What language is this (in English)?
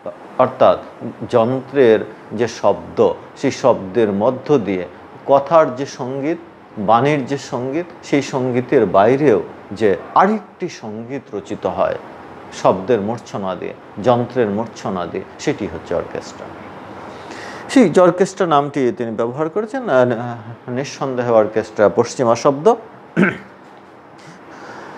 Bangla